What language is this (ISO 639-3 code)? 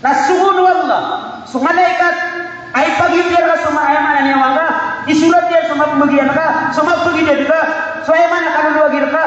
mrw